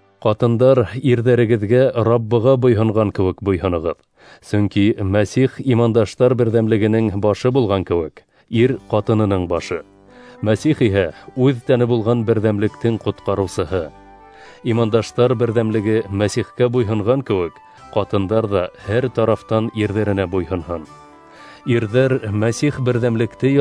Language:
Bashkir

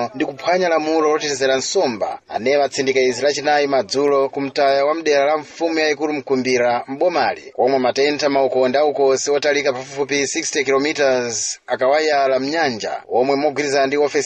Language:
Nyanja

